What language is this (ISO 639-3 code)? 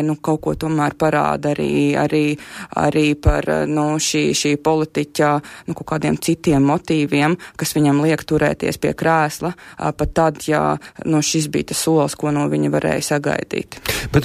lav